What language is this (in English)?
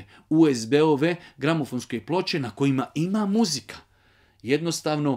Bosnian